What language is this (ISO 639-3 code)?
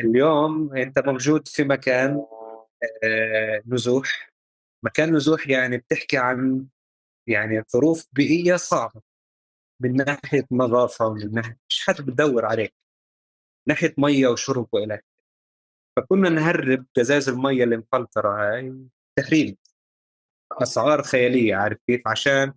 apc